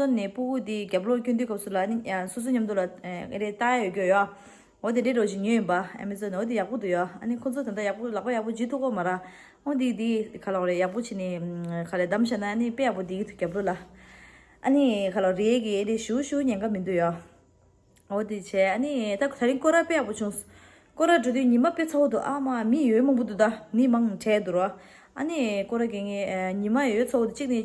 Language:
Tibetan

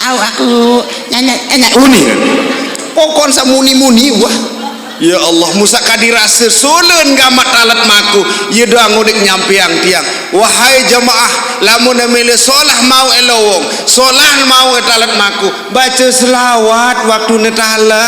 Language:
Sasak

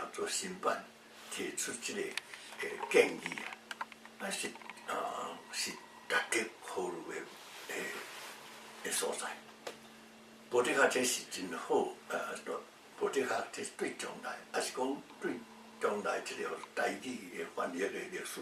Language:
Min Nan Chinese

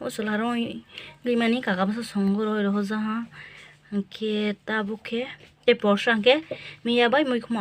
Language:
Kok Borok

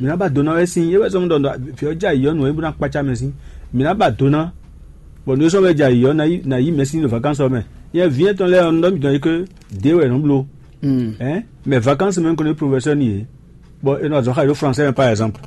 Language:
Fon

